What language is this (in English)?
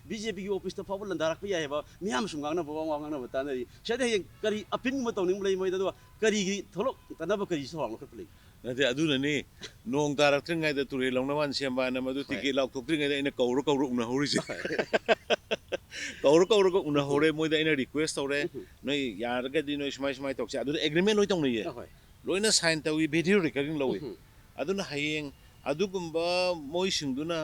Manipuri